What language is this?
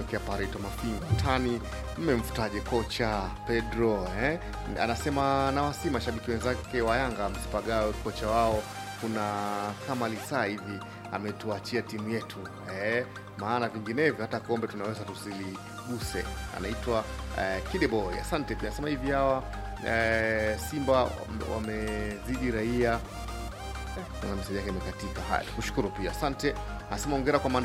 Swahili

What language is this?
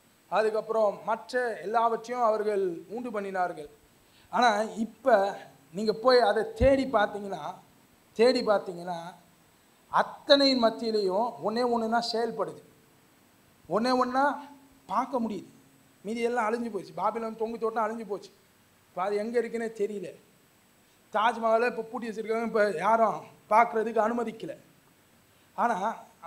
Tamil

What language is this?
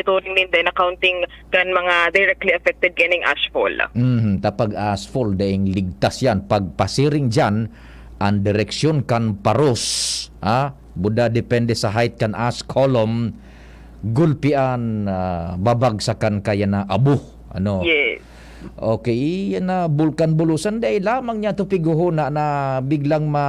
Bikol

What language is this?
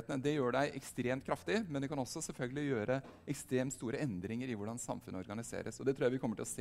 Norwegian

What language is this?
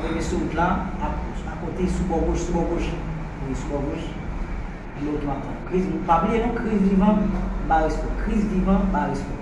Haitian Creole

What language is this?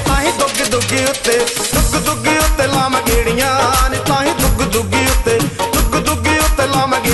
Punjabi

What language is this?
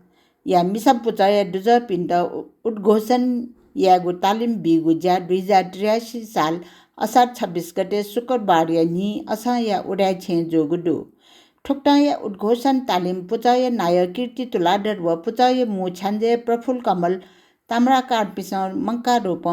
Newari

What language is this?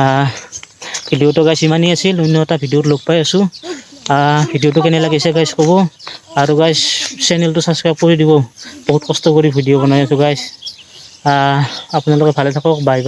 Assamese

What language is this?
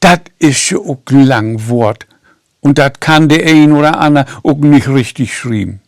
Low German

